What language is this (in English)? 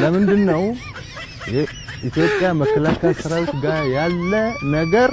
Amharic